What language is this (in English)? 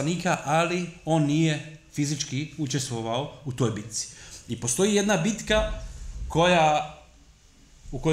Bosnian